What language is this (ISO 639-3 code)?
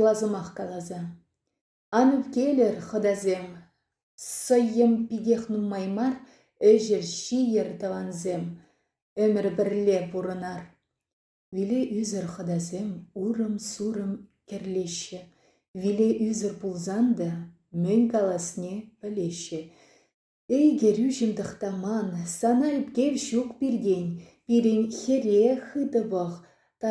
chv